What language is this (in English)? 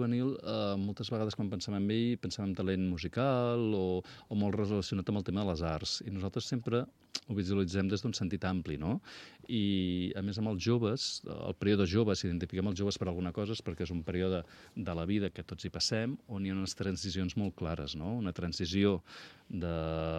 Catalan